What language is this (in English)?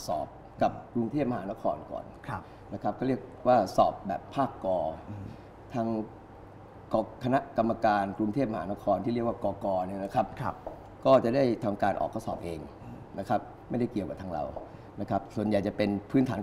Thai